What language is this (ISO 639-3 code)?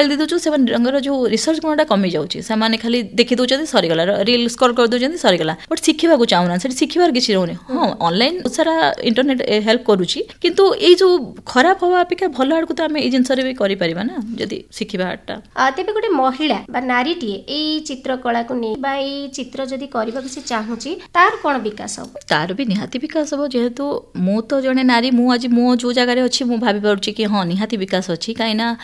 ori